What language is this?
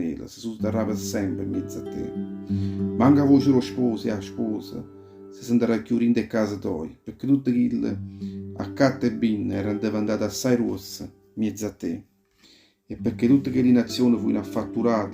Neapolitan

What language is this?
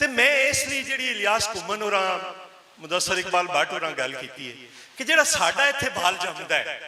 Western Panjabi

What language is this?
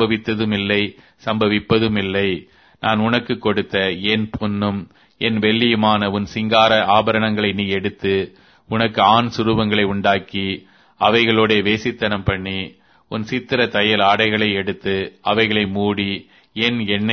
Tamil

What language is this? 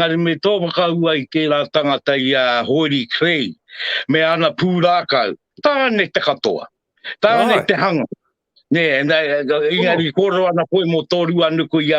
Māori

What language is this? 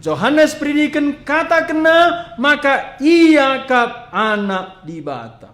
Batak Karo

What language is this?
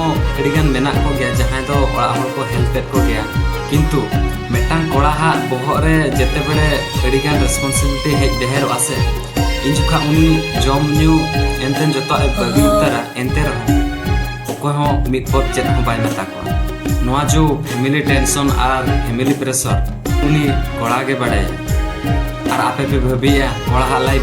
Santali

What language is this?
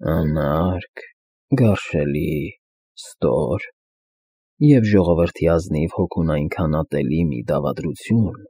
Armenian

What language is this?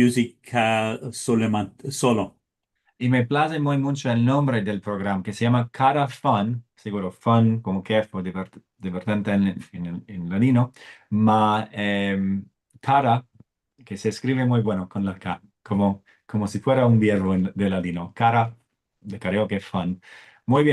Ladino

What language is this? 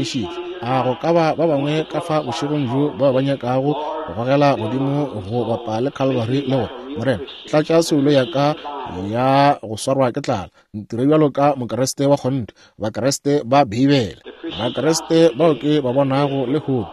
Northern Sotho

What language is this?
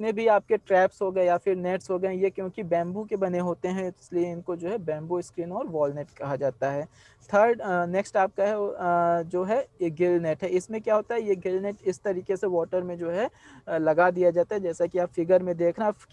Hindi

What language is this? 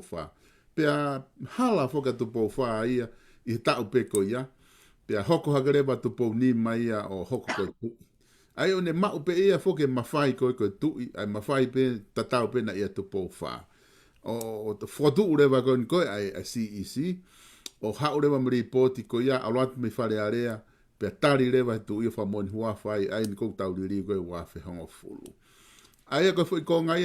Tongan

